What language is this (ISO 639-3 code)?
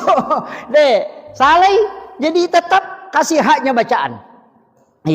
bug